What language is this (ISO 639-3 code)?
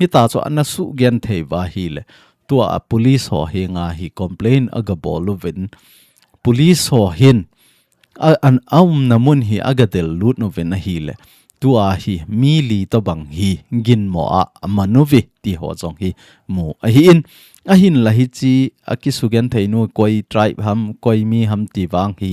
tcz